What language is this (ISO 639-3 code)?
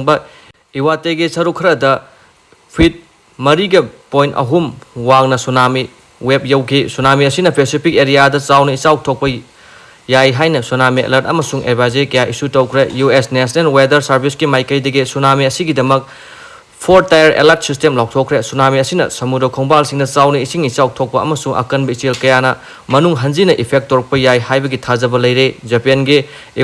mni